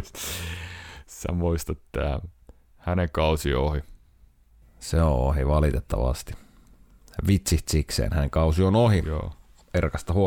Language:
Finnish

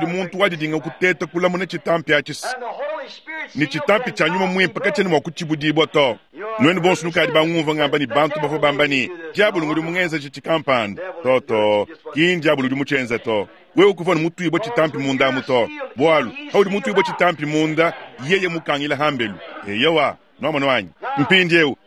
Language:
Luba-Lulua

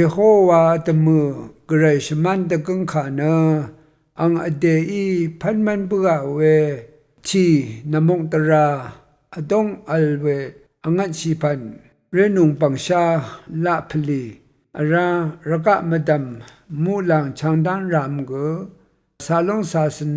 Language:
Rawang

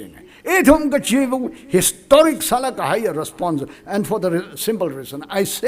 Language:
Tangkhul Naga (India)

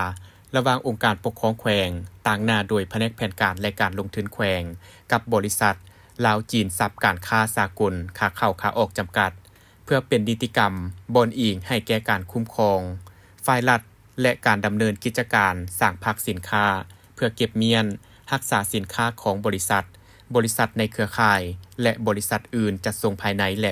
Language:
Lao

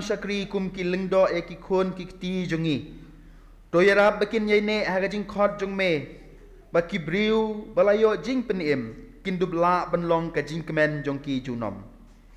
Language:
Khasi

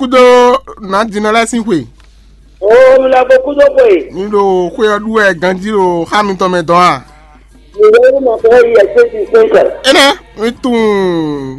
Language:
Fon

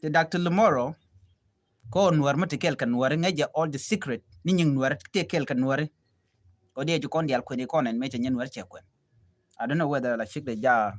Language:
Nuer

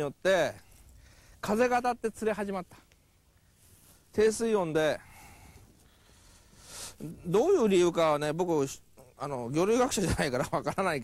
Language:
Japanese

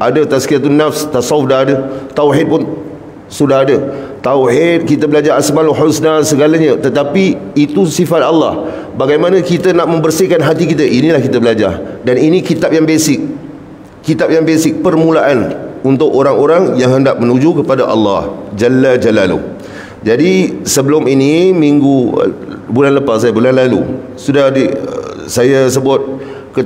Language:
Malay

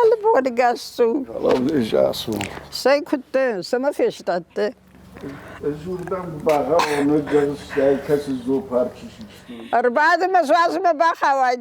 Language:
Ossetic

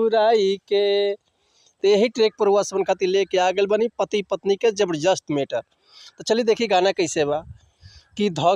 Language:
Bhojpuri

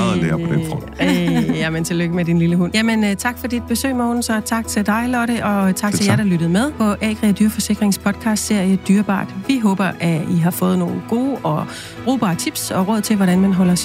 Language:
Danish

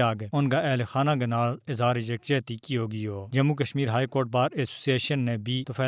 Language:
Gujari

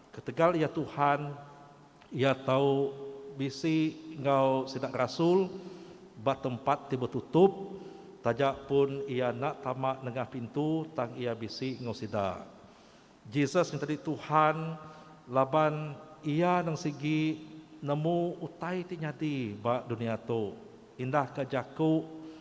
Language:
Iban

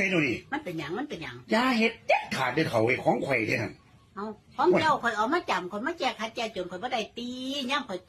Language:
Northeastern Thai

